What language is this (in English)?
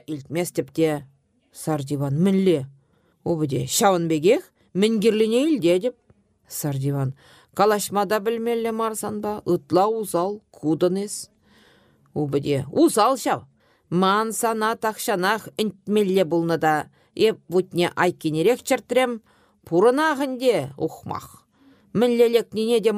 Chuvash